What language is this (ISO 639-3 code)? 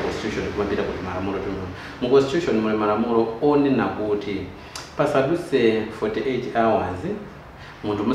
nya